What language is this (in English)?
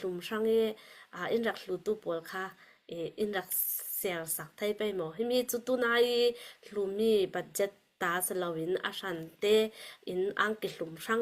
Falam Chin